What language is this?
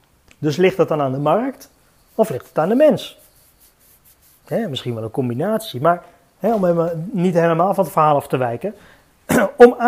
Dutch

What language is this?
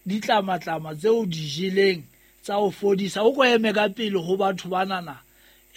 Southern Sotho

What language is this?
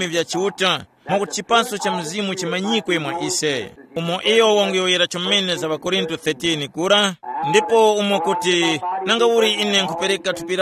Tumbuka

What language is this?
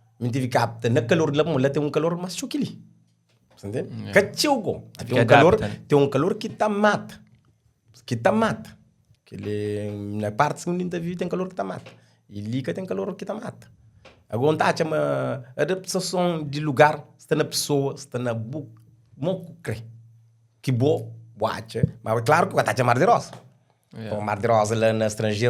Kabuverdianu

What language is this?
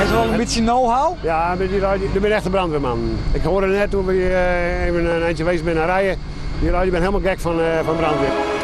Western Frisian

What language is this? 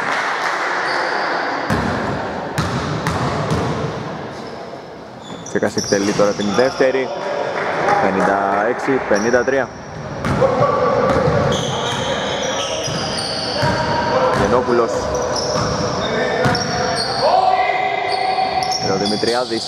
Greek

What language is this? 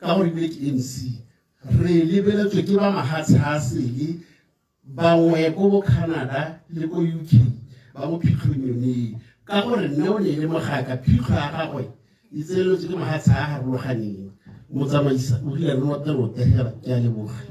Tswana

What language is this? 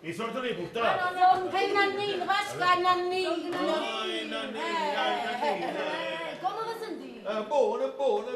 Neapolitan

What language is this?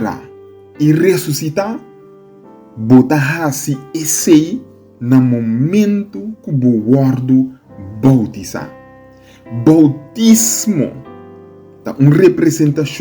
Papiamento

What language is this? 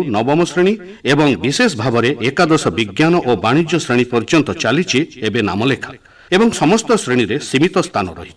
Odia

